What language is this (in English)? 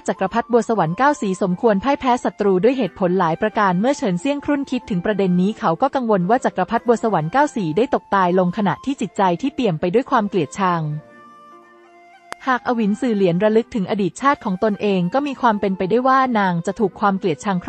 Thai